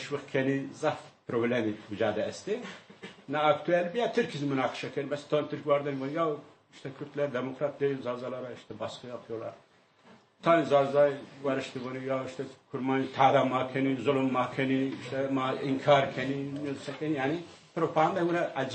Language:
Zaza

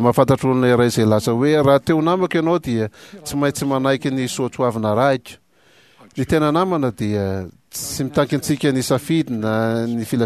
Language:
Malagasy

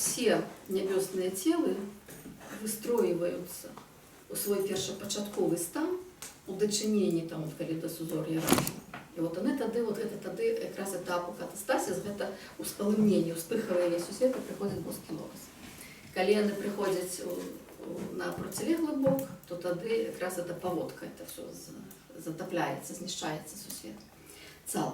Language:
Belarusian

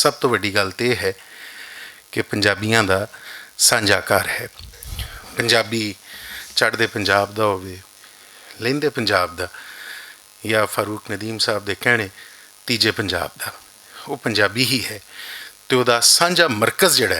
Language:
Western Panjabi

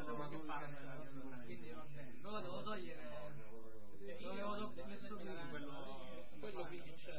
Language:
Italian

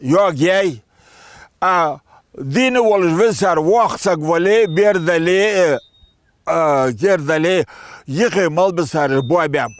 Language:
Ingush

